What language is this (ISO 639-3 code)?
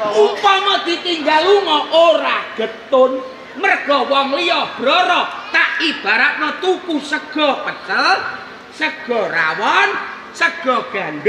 jav